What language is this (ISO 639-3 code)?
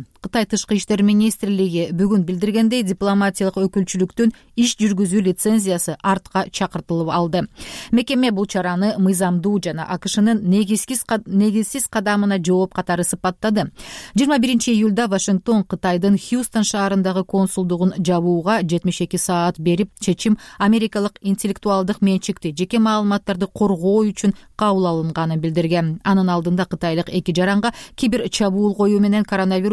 kir